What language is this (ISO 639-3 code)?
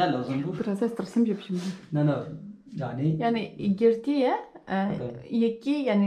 kur